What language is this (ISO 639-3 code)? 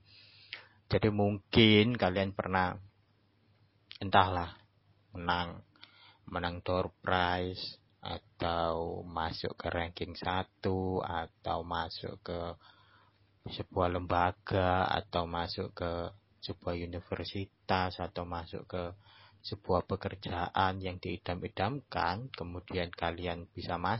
ind